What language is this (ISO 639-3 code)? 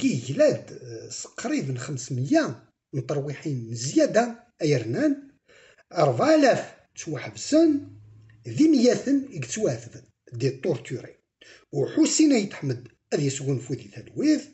kab